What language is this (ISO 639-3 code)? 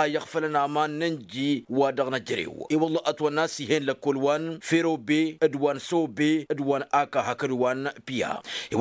taq